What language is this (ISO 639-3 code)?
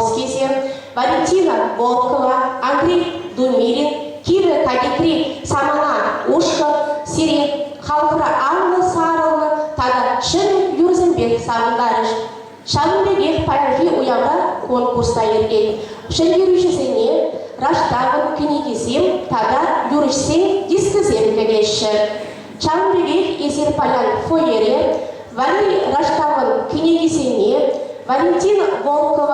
chv